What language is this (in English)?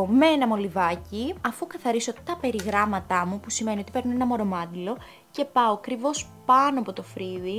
Greek